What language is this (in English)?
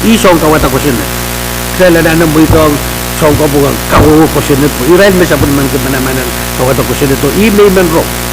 Pohnpeian